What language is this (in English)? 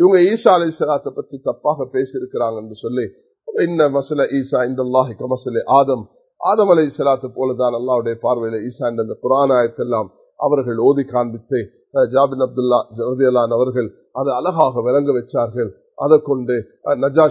Tamil